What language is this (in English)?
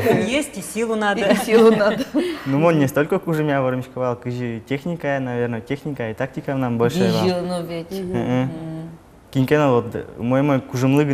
Udmurt